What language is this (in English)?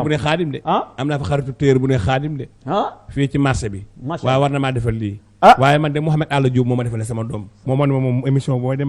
Wolof